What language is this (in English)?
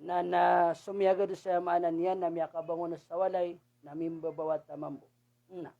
Maranao